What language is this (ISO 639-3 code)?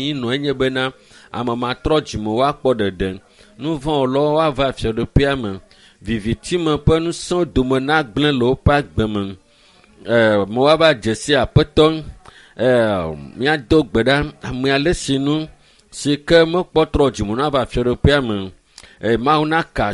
ewe